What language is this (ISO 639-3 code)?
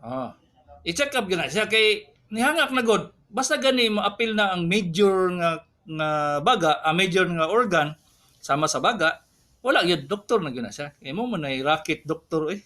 ceb